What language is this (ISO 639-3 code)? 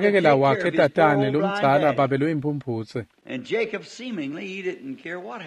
ssw